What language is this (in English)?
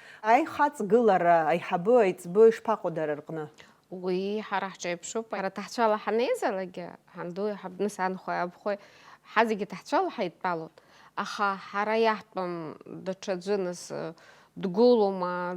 Abkhazian